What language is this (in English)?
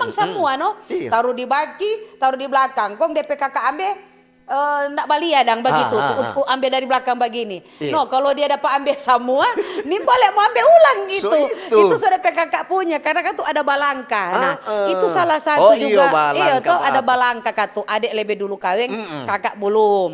Manado Malay